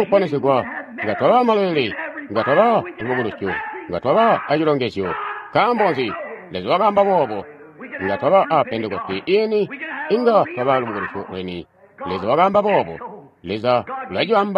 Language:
Tonga (Zambia)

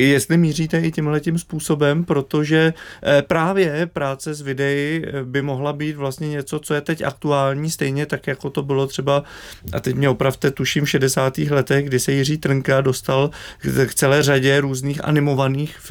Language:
Czech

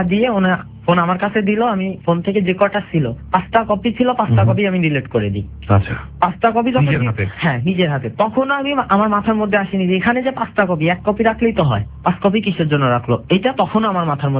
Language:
Bangla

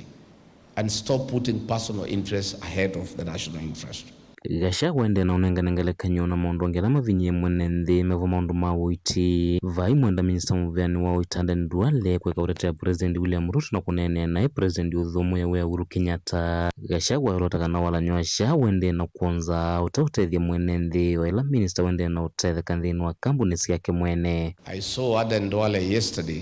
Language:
Kamba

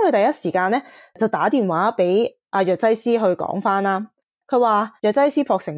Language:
Cantonese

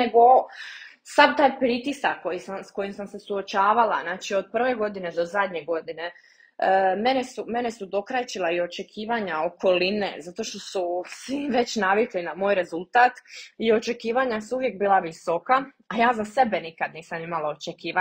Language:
Croatian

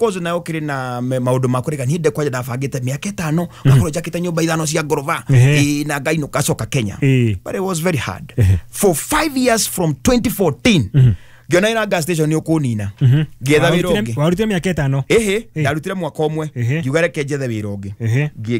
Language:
Kikuyu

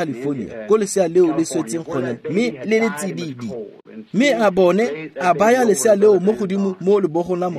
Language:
Tswana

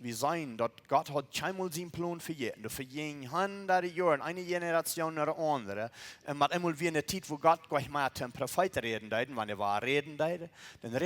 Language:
Plautdietsch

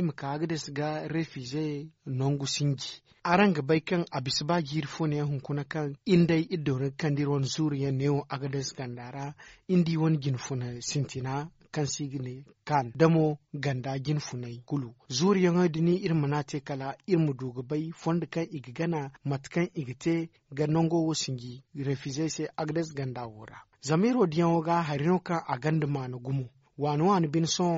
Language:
Zarma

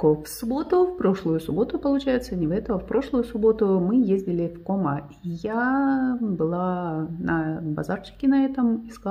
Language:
Russian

